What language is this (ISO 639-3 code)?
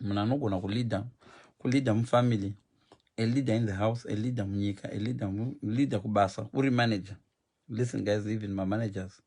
sna